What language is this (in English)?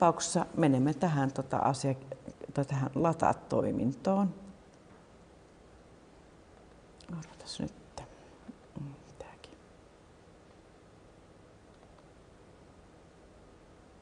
Finnish